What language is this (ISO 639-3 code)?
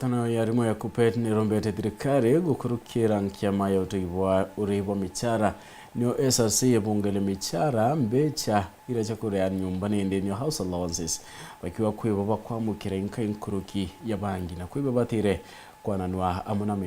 mer